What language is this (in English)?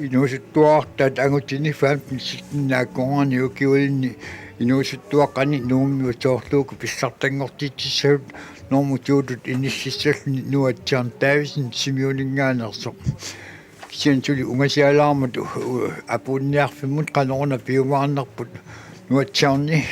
Kalaallisut